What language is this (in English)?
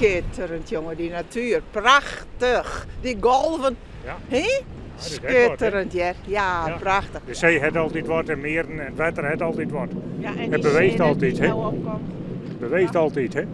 Western Frisian